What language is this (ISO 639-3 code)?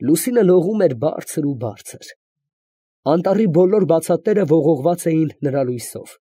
hye